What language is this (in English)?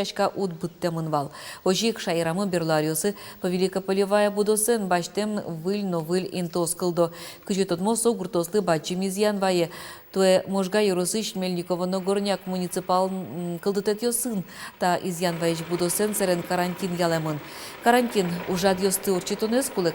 Udmurt